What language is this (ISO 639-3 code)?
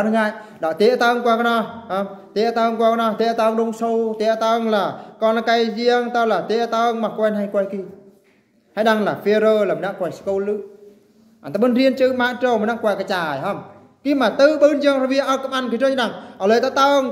bru